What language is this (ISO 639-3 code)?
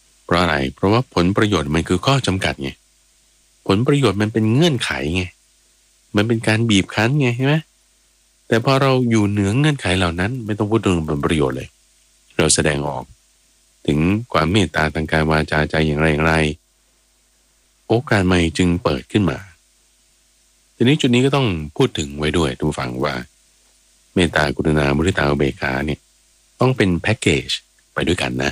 tha